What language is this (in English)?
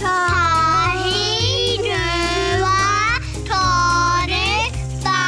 Māori